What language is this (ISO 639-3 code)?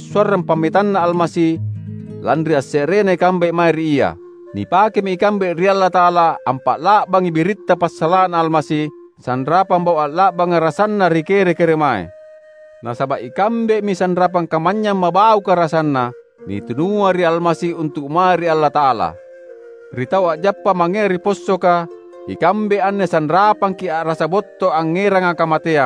mak